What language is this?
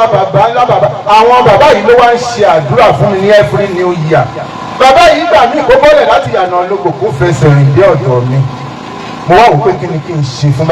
Yoruba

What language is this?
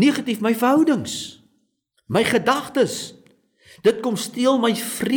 Afrikaans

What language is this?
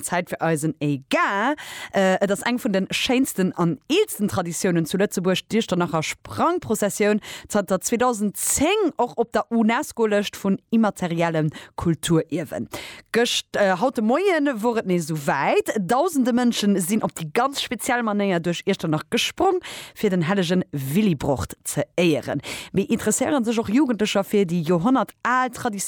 Luxembourgish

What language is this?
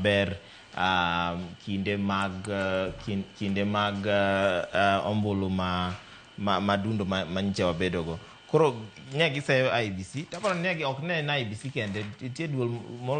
Luo (Kenya and Tanzania)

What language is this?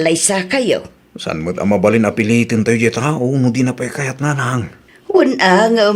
Iloko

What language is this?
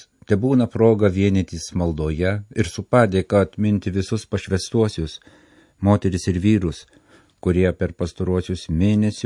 Lithuanian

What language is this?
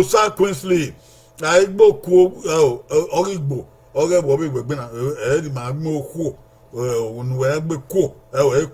Bini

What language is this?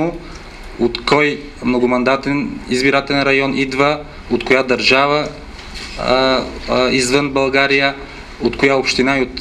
Bulgarian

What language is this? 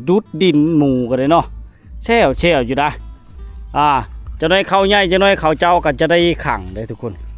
Lao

